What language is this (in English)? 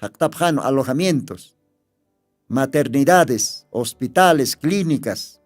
Aymara